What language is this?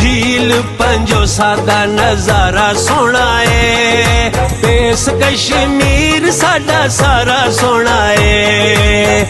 Pahari-Potwari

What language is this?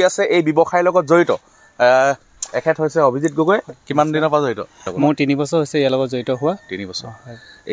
Assamese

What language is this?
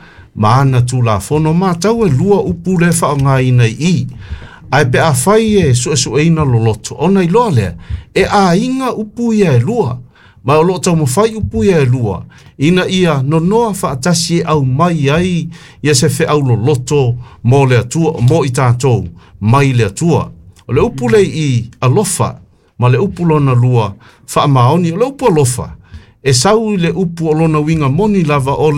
Samoan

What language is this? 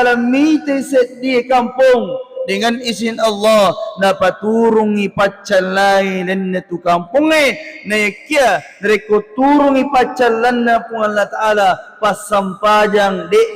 Buginese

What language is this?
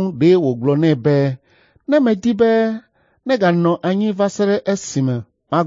Ewe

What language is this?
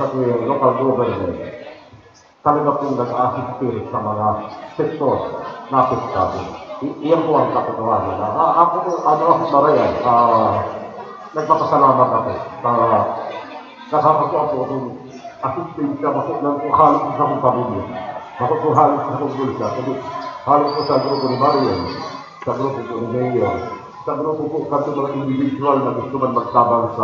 Bikol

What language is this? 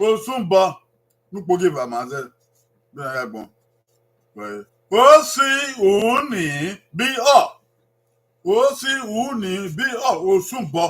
Bini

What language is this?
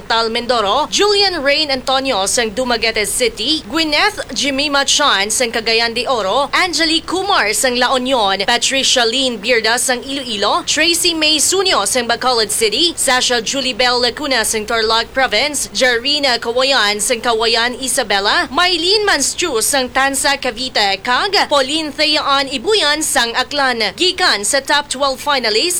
Hiligaynon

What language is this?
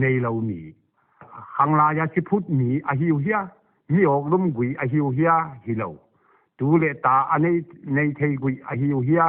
Paite Chin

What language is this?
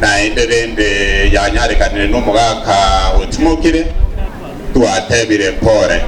Gusii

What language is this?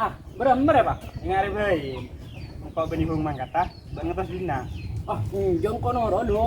Madurese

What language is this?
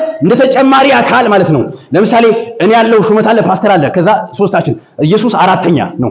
Amharic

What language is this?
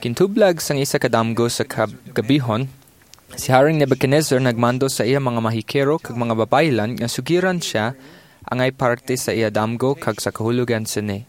Hiligaynon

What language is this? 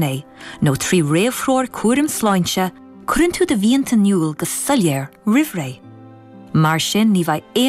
Irish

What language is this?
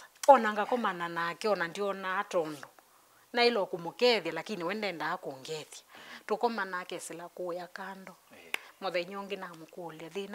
Kamba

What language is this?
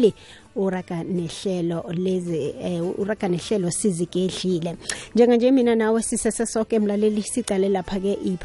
South Ndebele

